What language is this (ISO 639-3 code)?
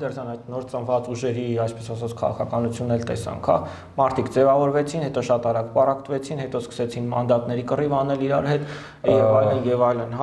hye